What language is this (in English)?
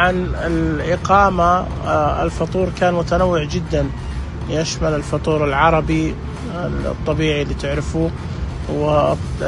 Najdi Arabic